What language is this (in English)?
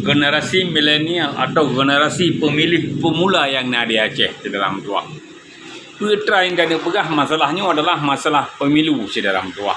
Achinese